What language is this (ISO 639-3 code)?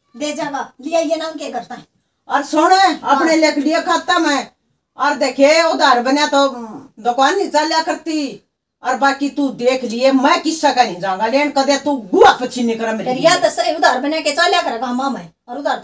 bgc